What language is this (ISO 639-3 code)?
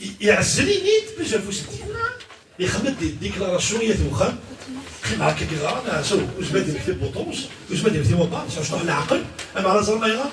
kab